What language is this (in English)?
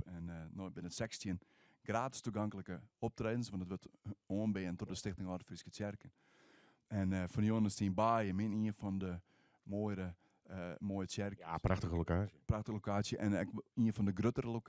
Western Frisian